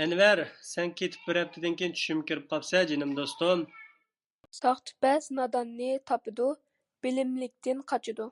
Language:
Uyghur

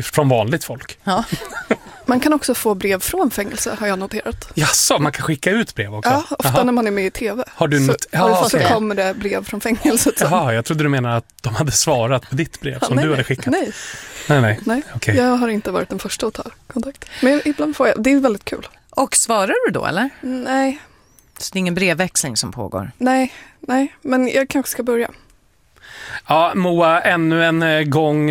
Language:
Swedish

